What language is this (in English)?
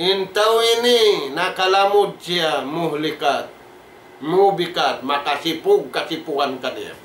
Tausug